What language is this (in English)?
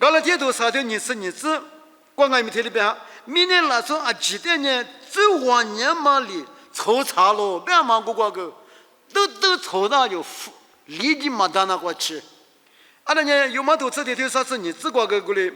Lisu